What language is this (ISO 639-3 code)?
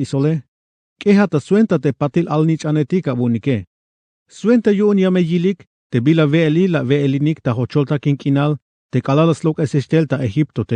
tzh